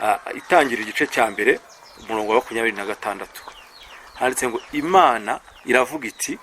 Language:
Kinyarwanda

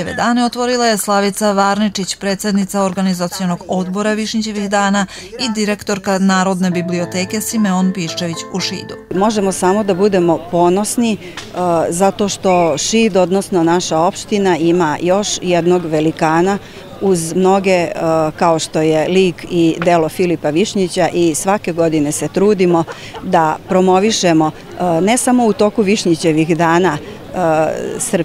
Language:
Serbian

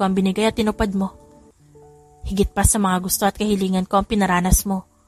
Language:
Filipino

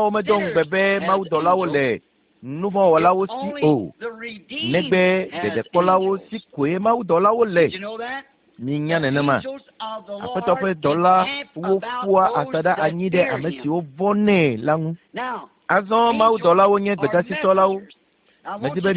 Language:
Ewe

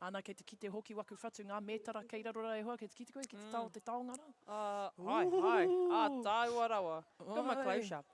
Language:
Māori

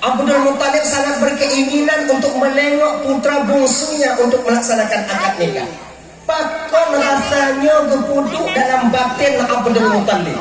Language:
Achinese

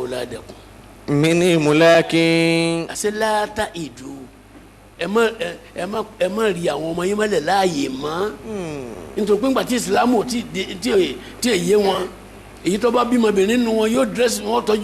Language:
Yoruba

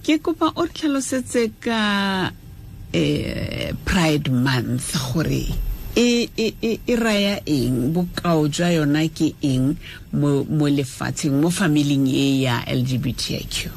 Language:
Tswana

